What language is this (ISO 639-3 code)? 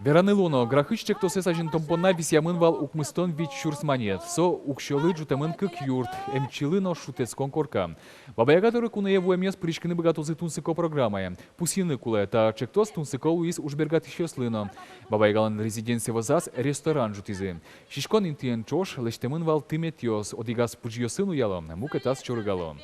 udm